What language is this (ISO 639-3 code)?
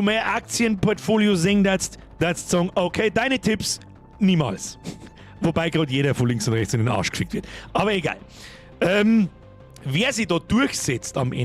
bar